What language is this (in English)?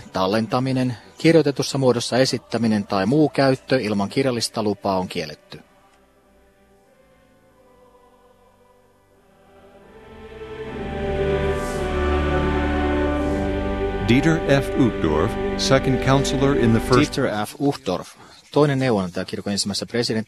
Finnish